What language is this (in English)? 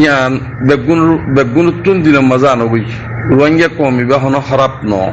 Rohingya